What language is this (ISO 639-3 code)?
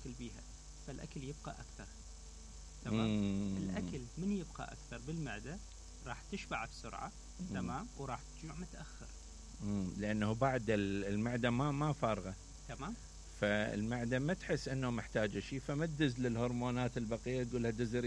acm